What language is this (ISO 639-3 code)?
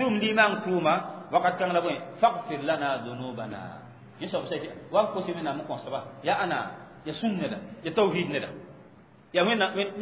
mos